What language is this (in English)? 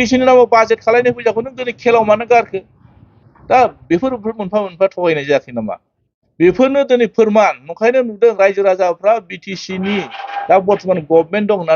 Bodo